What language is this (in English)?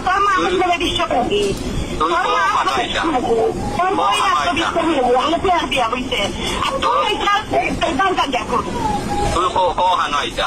Sylheti